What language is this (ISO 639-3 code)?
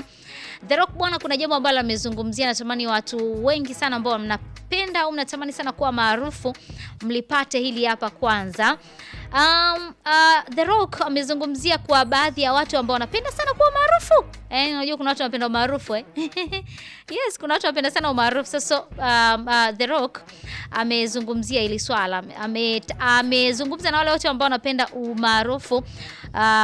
swa